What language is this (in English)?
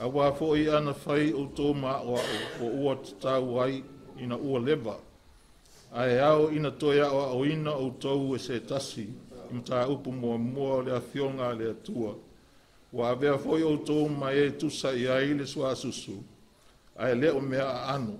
Samoan